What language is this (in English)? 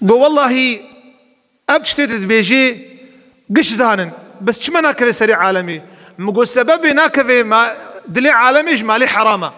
Kurdish